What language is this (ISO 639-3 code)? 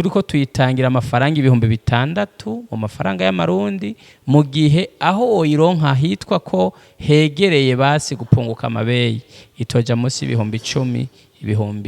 run